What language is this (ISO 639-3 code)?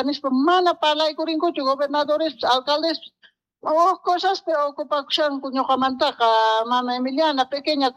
que